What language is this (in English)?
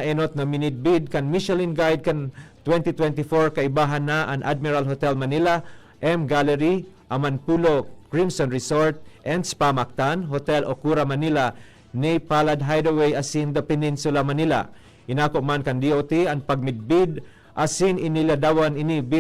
Bikol